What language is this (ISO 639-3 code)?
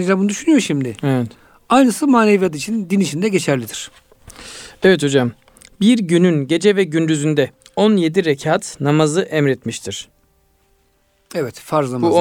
tur